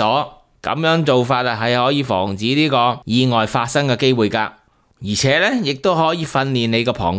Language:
Cantonese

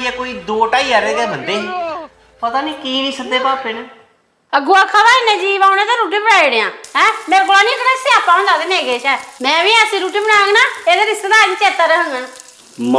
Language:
Dogri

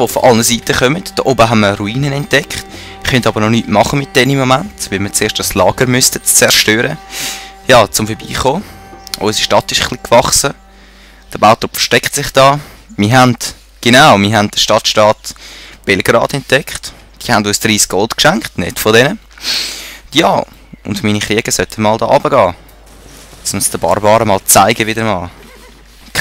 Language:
Swiss German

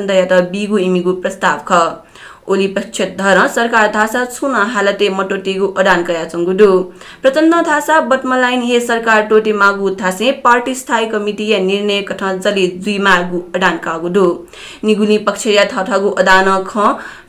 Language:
Newari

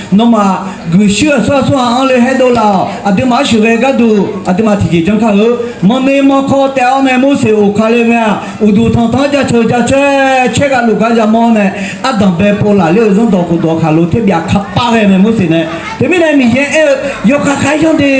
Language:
Akha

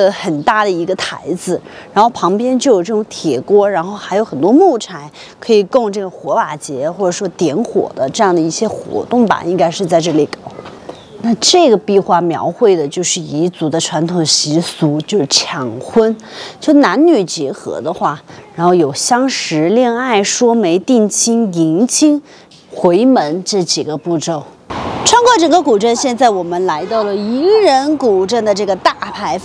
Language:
Chinese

